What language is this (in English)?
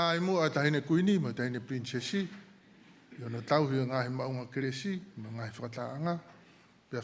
Tongan